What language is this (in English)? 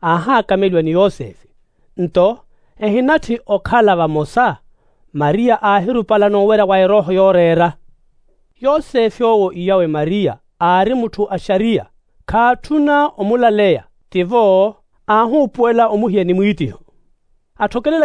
Makhuwa